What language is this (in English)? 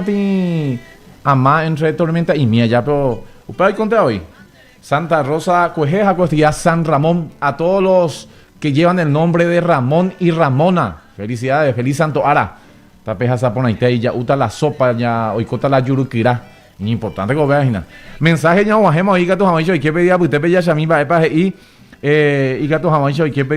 Guarani